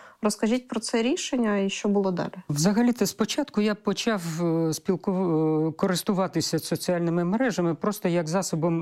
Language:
Ukrainian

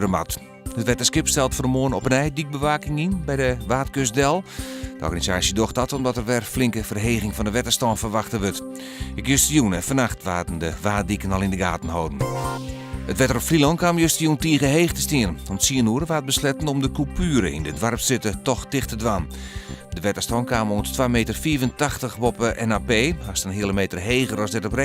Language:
Western Frisian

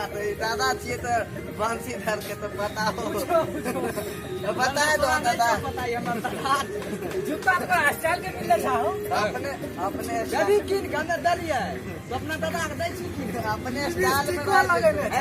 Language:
Maithili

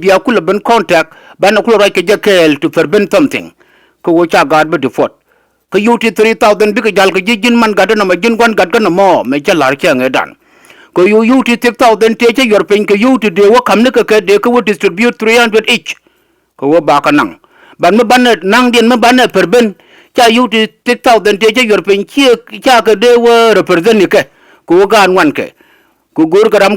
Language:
Nuer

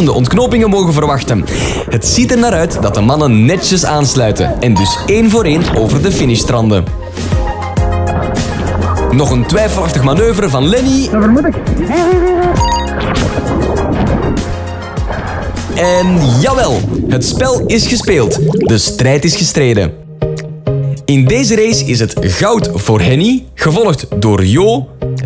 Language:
Dutch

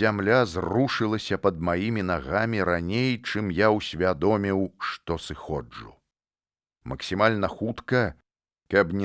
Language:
Belarusian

